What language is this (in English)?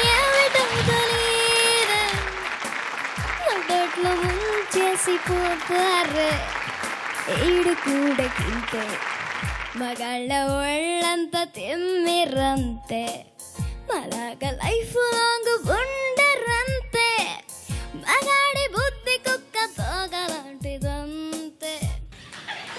Telugu